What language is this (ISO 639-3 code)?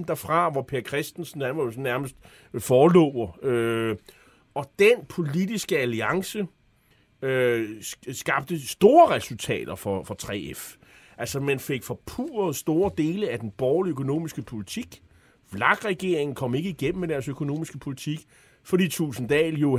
dan